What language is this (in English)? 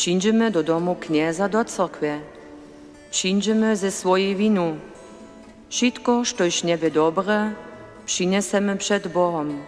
Upper Sorbian